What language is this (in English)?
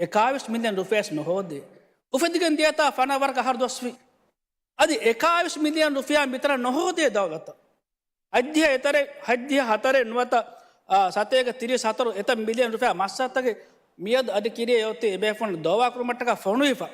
Divehi